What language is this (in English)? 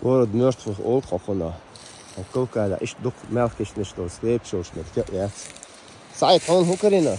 Chechen